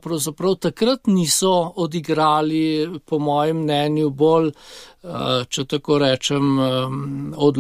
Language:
Slovenian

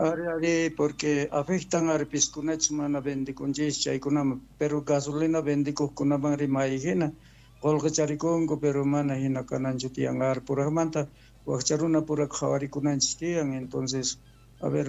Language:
South Bolivian Quechua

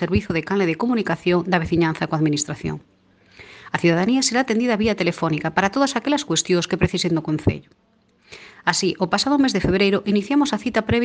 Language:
Galician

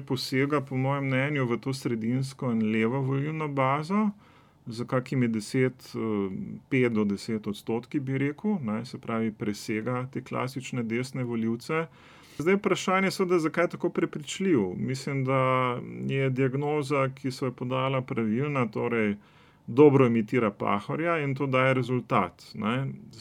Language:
Slovenian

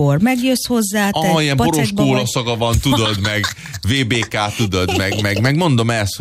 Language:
Hungarian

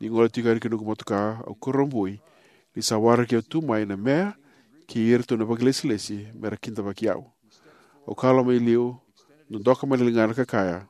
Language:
Fijian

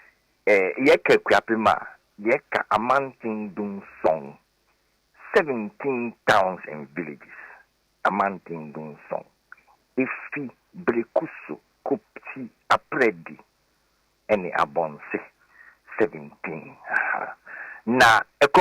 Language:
Akan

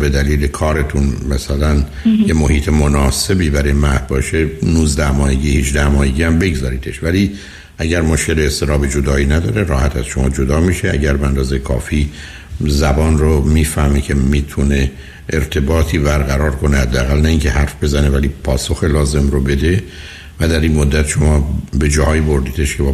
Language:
Persian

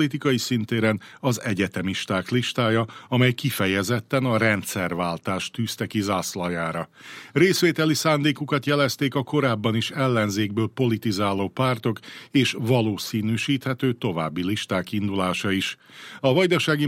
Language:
Hungarian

